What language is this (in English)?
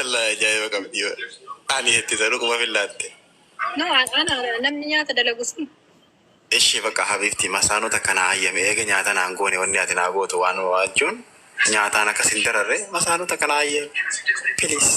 Oromo